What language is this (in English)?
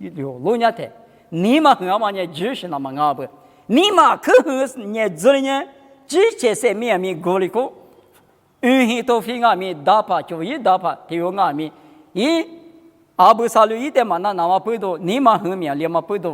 Lisu